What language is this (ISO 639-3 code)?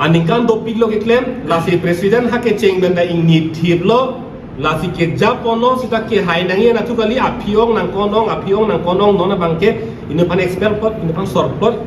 mjw